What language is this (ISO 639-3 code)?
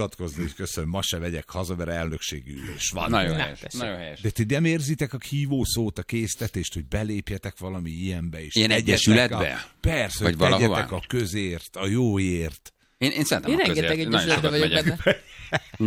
hun